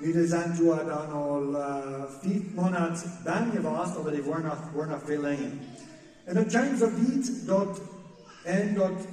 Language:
Plautdietsch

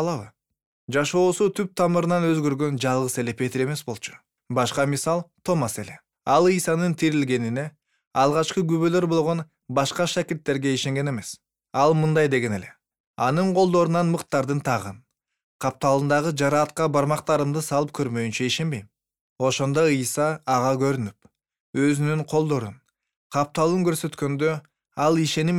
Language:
Kyrgyz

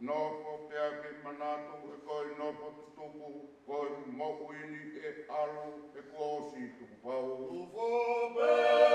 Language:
Tongan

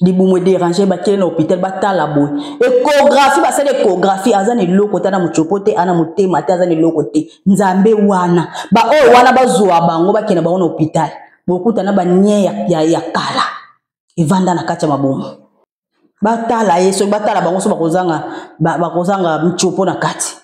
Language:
Lingala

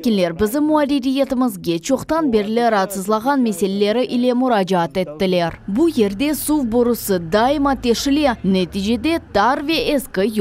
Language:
Crimean Tatar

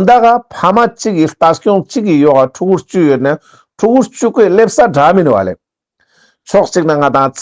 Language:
Ladakhi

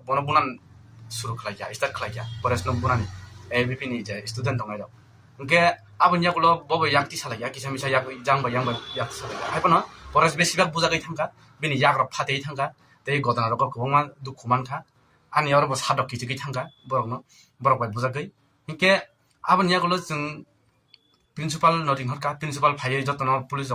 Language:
Riang (India)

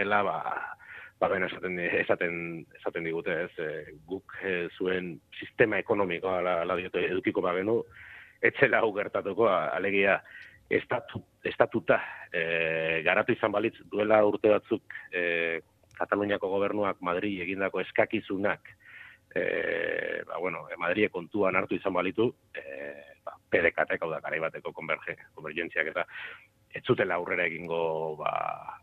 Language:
Basque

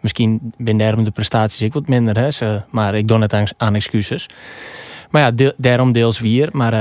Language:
Western Frisian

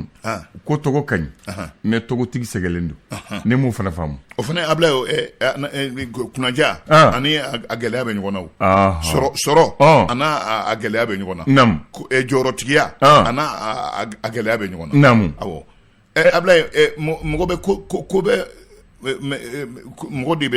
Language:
Bambara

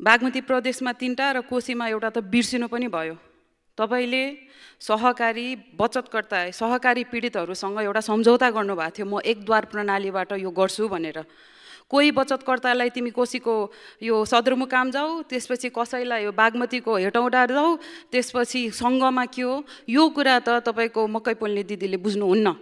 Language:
Nepali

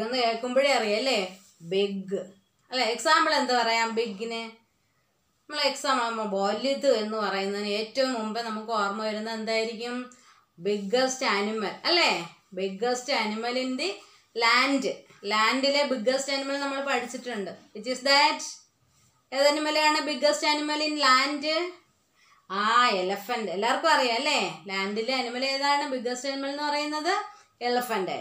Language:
Malayalam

